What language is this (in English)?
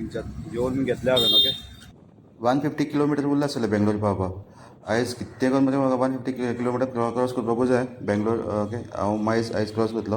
Konkani